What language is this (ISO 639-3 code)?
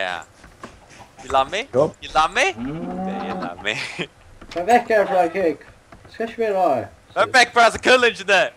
fao